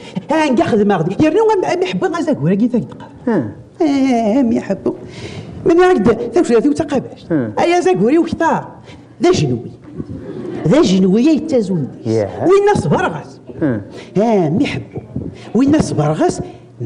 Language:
Kabyle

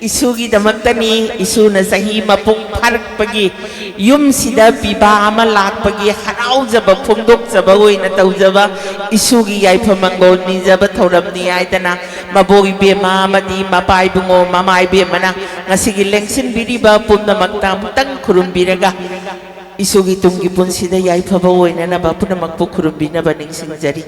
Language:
Manipuri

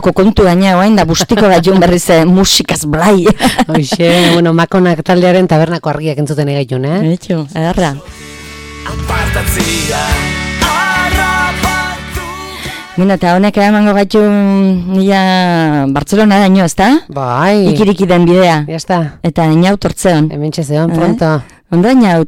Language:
Basque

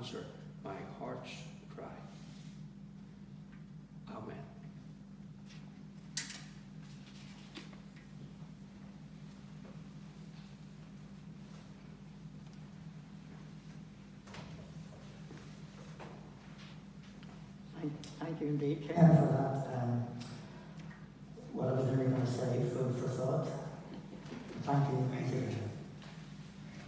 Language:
English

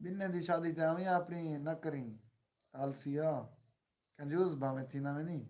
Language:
Saraiki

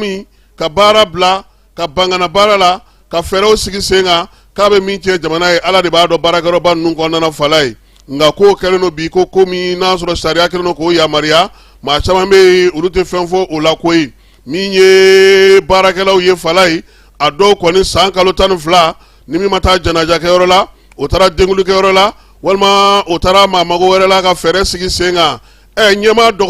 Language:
Bambara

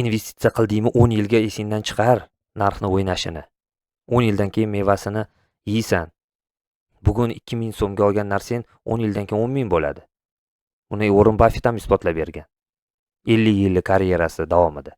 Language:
Uzbek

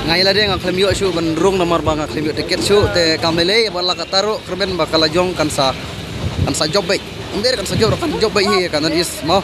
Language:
Khasi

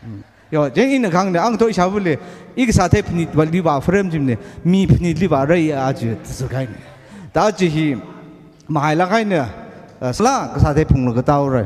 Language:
Tangkhul Naga (India)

